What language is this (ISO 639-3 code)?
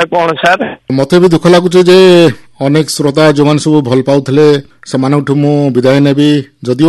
ori